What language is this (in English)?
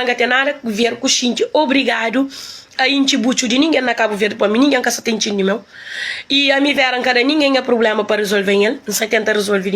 Kabuverdianu